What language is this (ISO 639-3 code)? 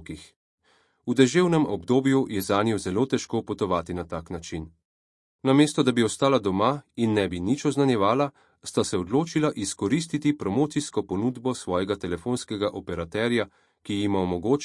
slv